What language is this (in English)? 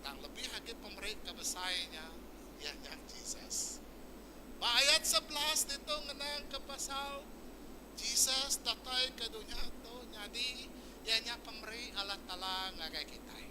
Iban